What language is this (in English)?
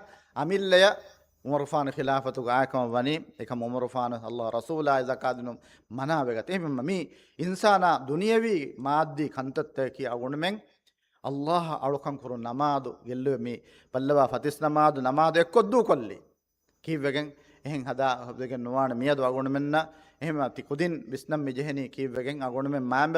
Divehi